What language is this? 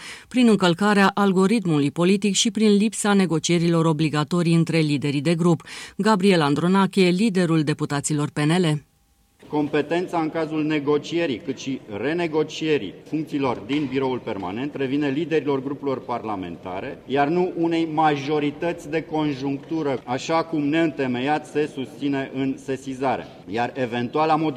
Romanian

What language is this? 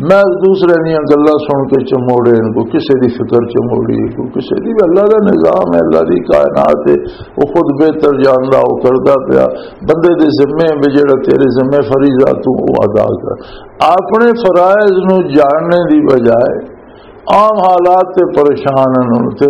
Western Panjabi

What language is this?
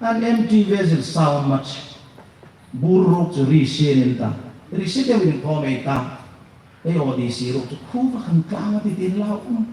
Hmar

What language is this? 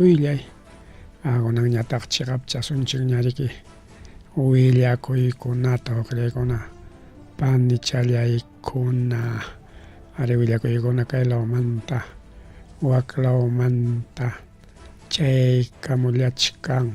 Ayacucho Quechua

